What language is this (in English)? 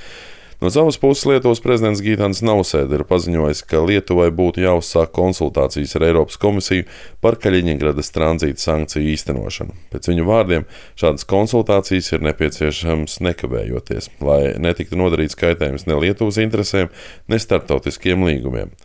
Latvian